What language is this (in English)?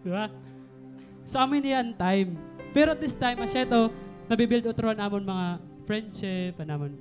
Waray